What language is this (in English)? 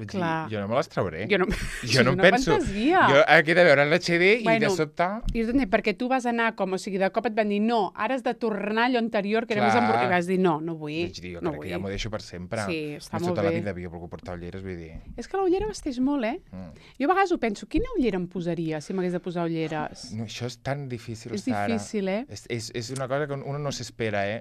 Catalan